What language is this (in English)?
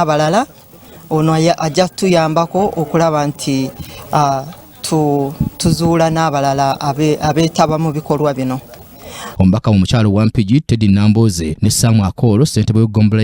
Ganda